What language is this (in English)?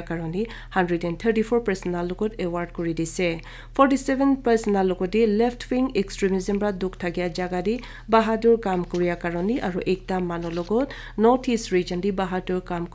Naga Pidgin